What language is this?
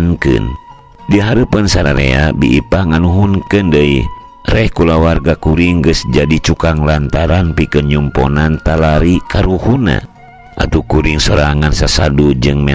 Sundanese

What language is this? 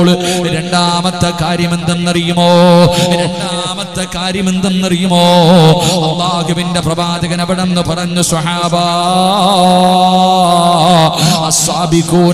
Malayalam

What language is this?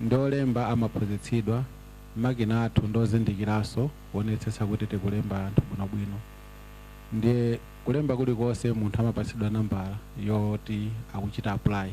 Nyanja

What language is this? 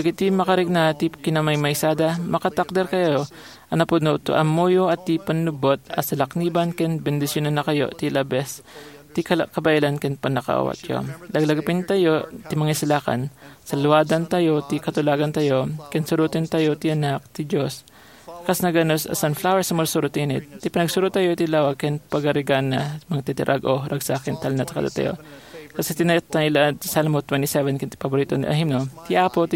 Iloko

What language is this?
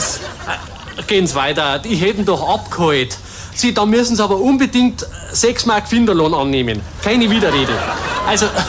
Bavarian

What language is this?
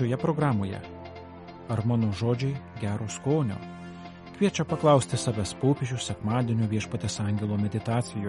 Lithuanian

